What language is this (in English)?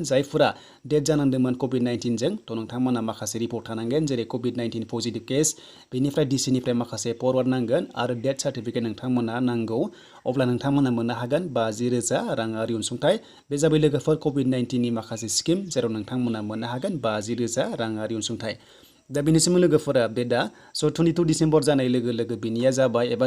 Bodo